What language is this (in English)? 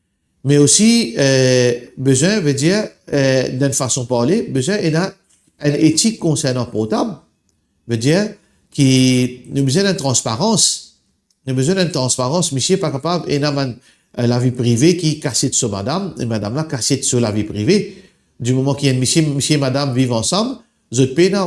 Morisyen